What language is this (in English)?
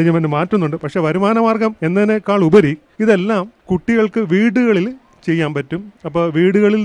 Malayalam